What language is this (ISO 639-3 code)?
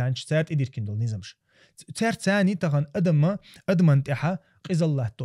che